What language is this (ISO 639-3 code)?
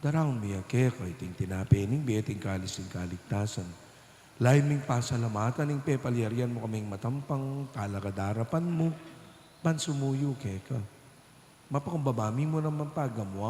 pam